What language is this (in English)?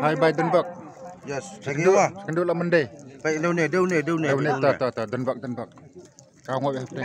Khasi